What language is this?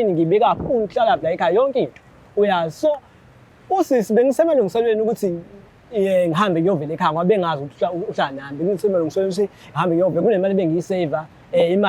Zulu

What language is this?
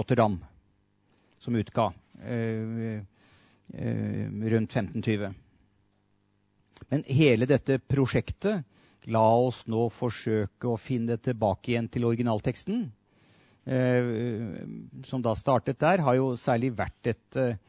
Norwegian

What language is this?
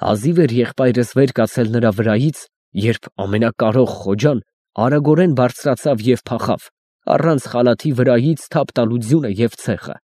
Armenian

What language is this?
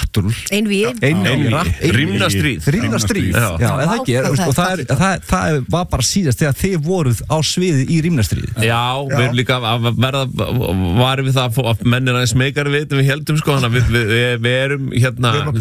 Icelandic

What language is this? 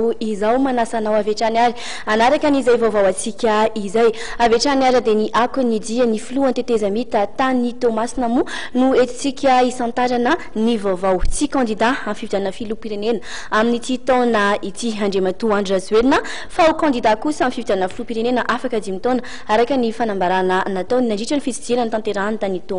Malagasy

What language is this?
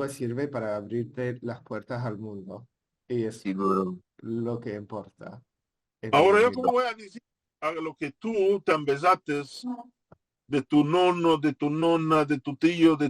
Ladino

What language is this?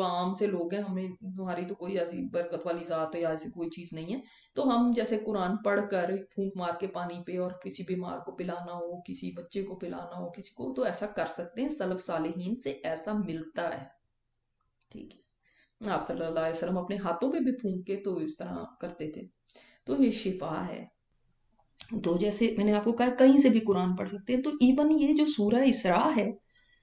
Urdu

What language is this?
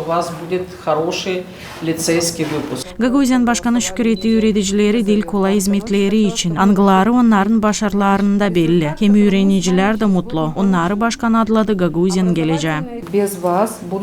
Gagauz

